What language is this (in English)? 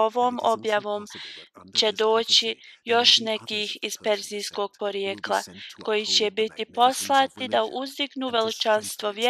Bosnian